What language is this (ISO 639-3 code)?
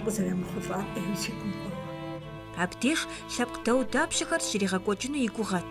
kbd